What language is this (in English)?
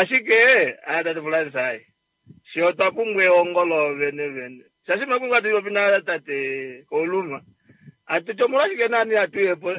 Kuanyama